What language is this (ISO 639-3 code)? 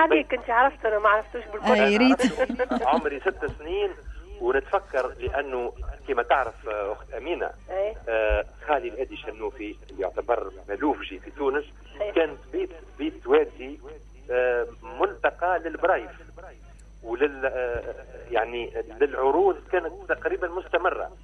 aeb